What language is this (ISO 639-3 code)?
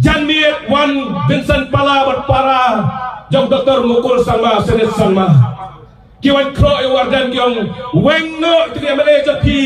kha